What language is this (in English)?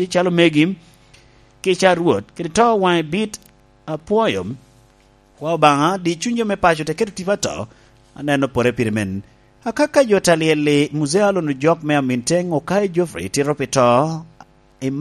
Lango (Uganda)